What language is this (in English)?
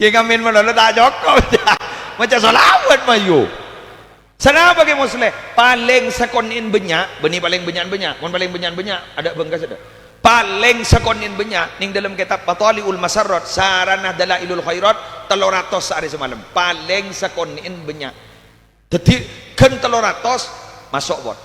Madurese